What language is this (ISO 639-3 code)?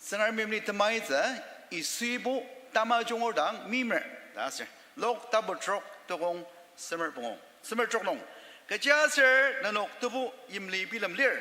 njo